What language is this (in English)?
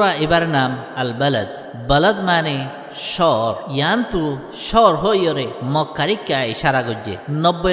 Rohingya